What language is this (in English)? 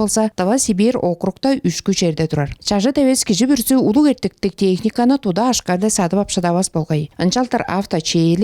Tuvinian